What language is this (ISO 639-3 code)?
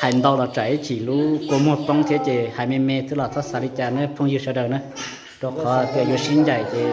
hmn